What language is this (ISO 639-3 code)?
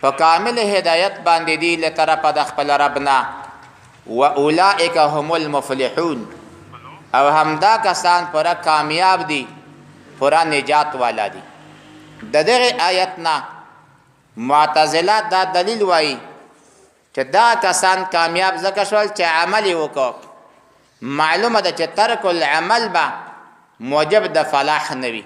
pus